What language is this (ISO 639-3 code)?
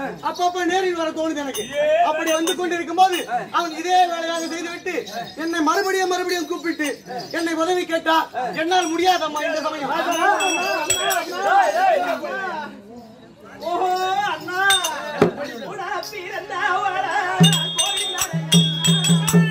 tam